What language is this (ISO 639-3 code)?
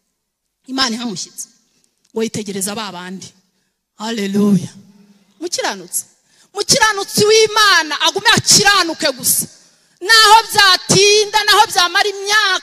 kin